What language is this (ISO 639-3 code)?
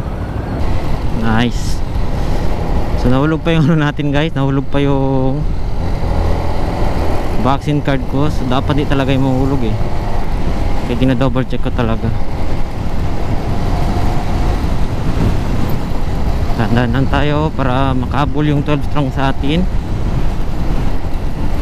fil